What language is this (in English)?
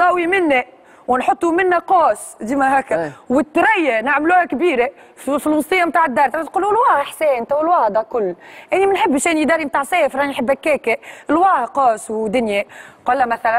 Tunisian Arabic